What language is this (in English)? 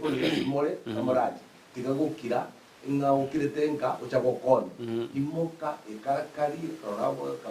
Gusii